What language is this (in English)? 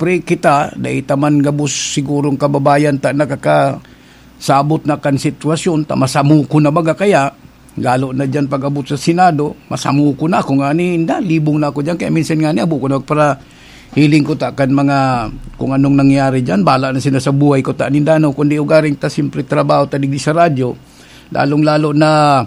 Bikol